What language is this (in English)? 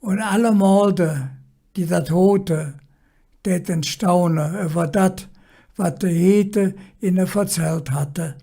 Colognian